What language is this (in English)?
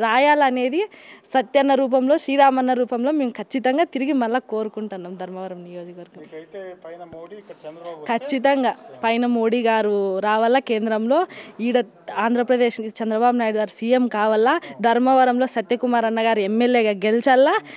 Telugu